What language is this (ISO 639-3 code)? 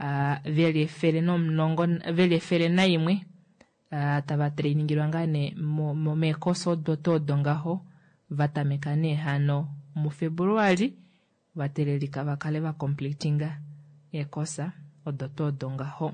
kua